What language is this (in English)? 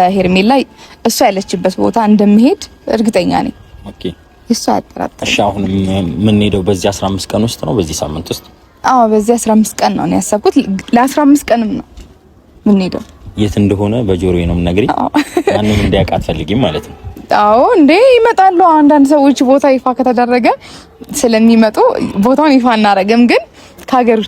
Amharic